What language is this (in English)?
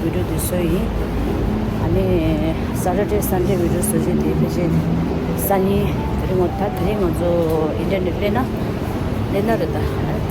Tibetan